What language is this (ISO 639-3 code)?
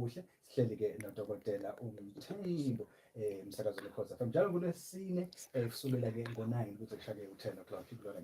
zul